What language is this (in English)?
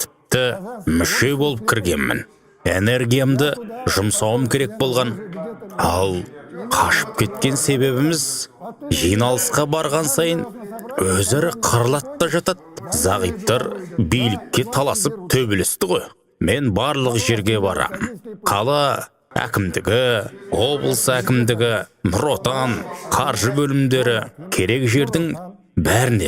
Kazakh